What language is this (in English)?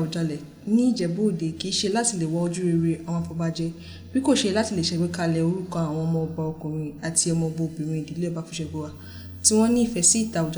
Yoruba